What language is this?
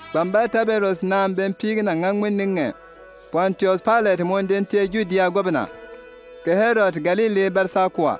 Bimoba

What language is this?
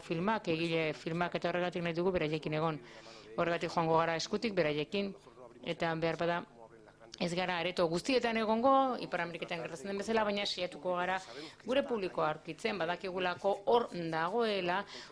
Basque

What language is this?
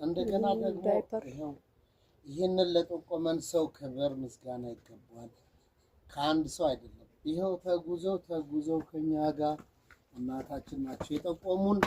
Amharic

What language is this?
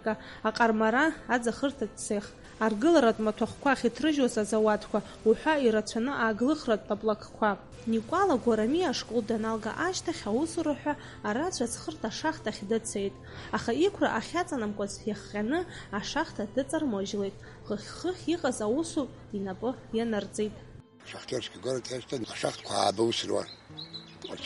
Abkhazian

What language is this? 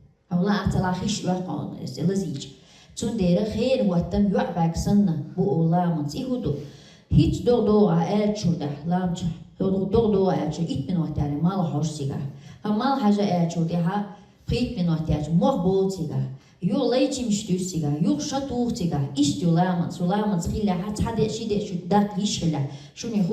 Chechen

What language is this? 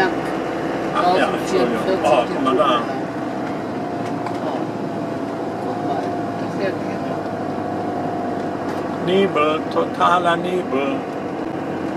German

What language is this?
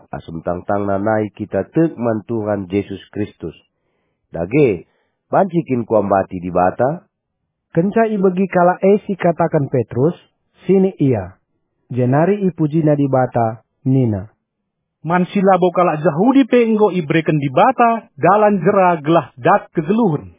Batak Karo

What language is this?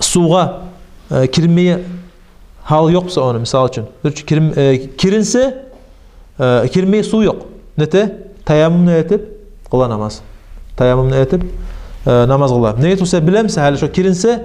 Kumyk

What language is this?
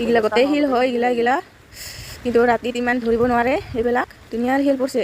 Assamese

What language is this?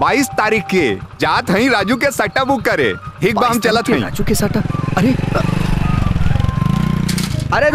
Bhojpuri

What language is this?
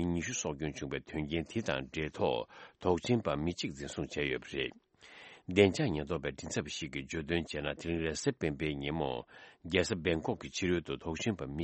Tibetan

